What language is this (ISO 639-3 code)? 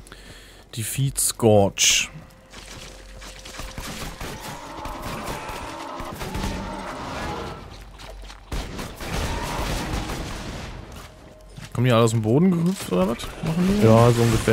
deu